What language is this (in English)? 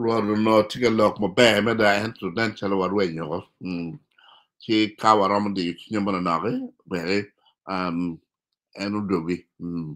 Acoli